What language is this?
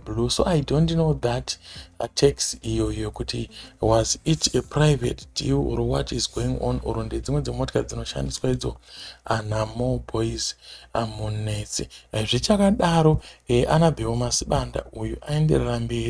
Shona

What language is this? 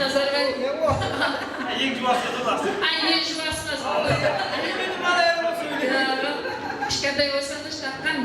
Kara-Kalpak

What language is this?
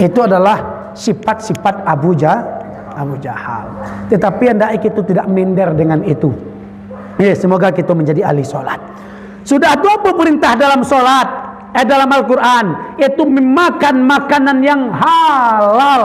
Minangkabau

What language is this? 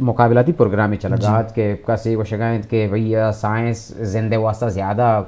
Eastern Balochi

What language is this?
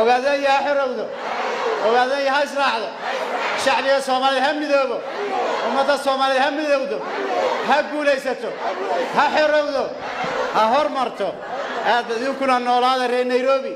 Somali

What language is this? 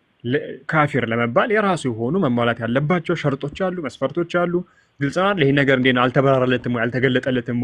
Amharic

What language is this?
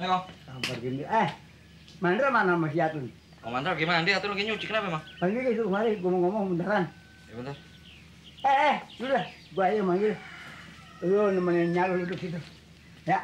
Betawi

